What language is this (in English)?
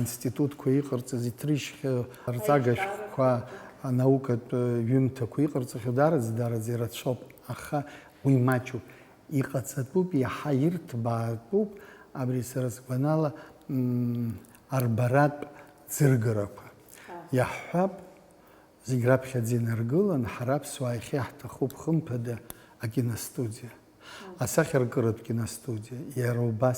Abkhazian